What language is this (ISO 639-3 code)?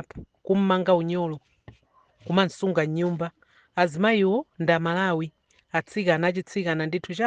nya